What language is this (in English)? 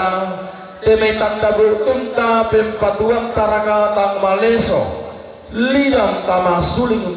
Toraja-Sa'dan